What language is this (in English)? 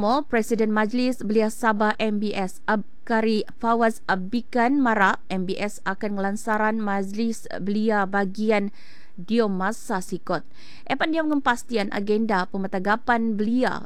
Malay